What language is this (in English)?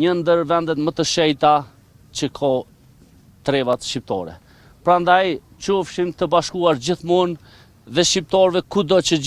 Albanian